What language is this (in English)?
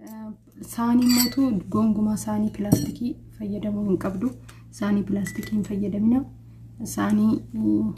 Oromo